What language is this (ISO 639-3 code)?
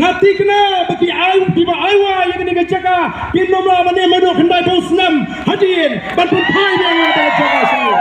kha